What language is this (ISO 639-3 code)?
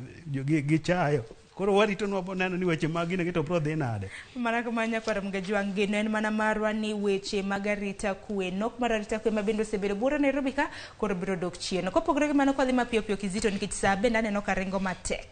luo